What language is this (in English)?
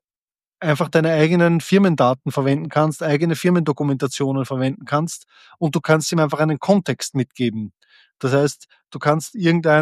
German